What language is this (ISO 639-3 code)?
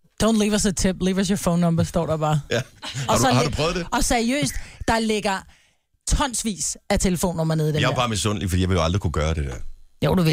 dan